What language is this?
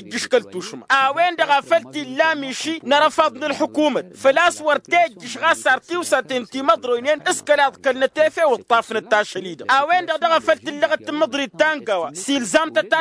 Tamasheq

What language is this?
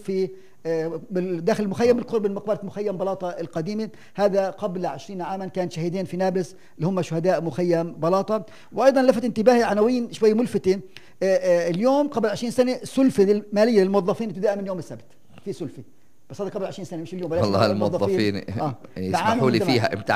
North Levantine Arabic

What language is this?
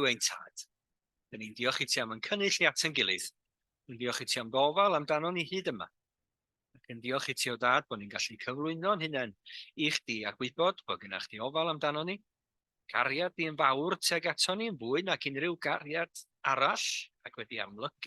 Welsh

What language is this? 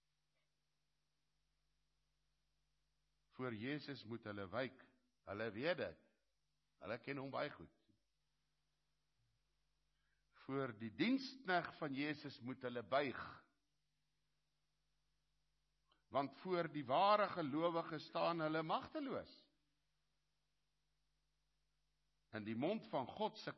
Afrikaans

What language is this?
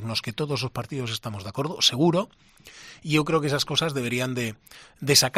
Galician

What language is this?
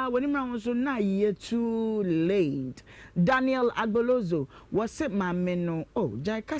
Akan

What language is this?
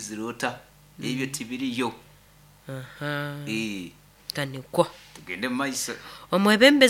Nyoro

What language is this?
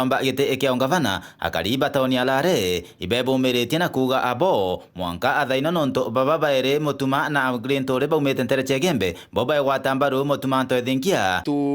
Meru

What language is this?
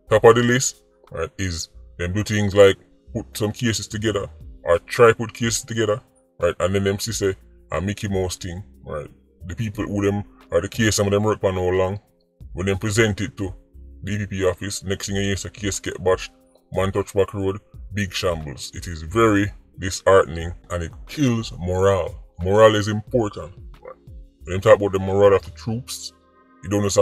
Jamaican Creole English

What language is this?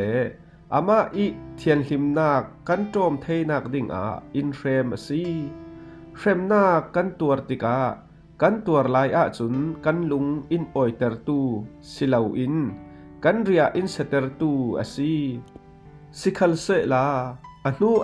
Falam Chin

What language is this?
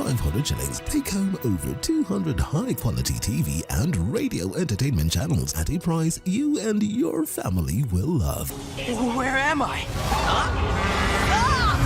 Meru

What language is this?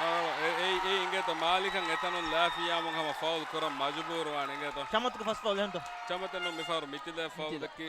Divehi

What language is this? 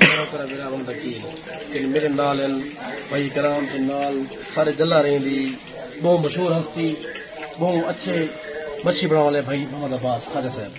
Saraiki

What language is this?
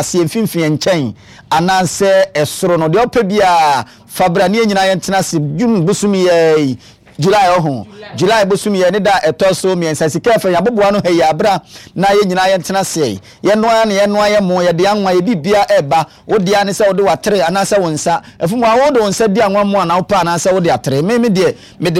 Akan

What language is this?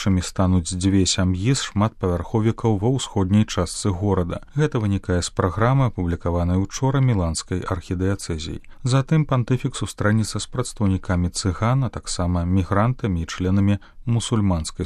Belarusian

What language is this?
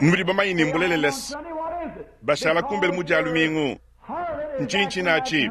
Luba-Lulua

